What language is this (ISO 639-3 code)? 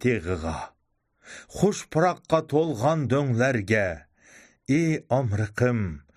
uig